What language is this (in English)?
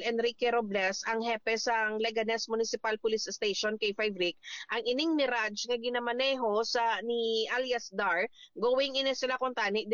Hiligaynon